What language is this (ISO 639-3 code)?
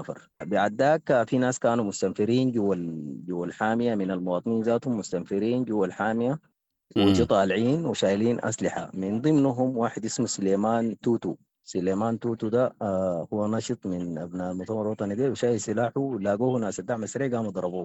apd